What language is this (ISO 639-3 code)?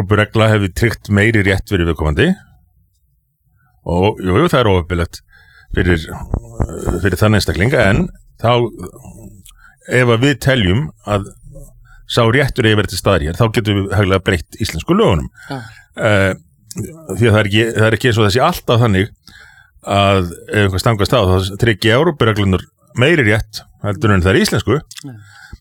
isl